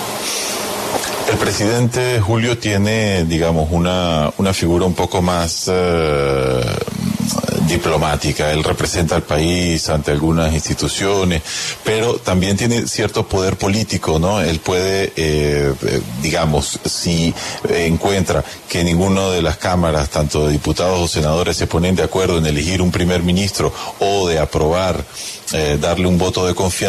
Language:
Spanish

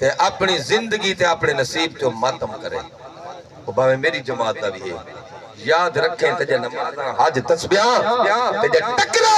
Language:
Saraiki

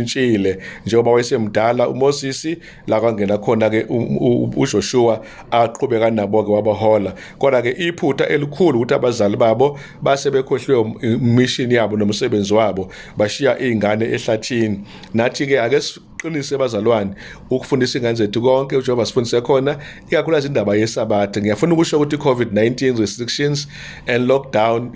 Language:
Zulu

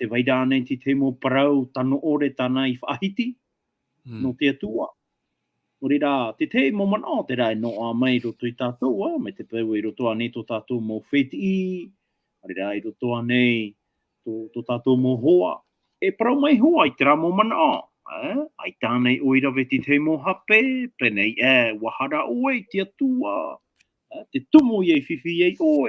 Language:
Tahitian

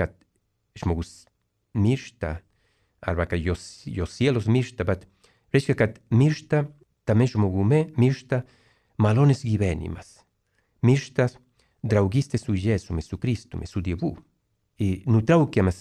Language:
Lithuanian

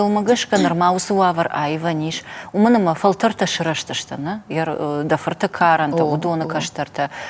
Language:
Ossetic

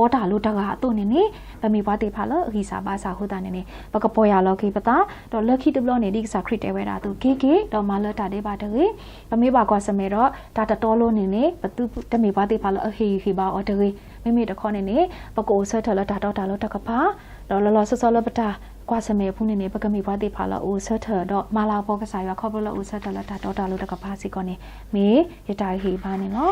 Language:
S'gaw Karen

